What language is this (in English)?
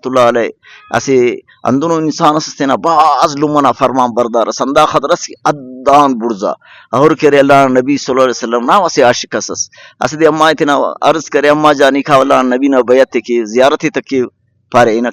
Brahui